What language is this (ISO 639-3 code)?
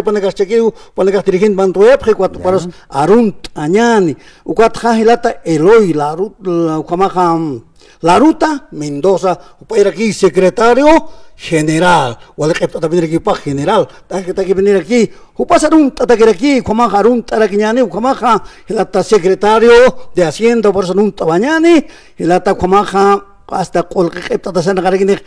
aym